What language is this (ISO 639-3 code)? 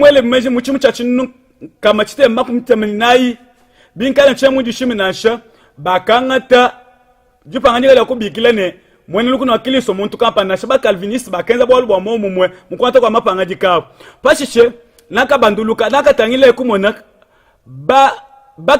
lua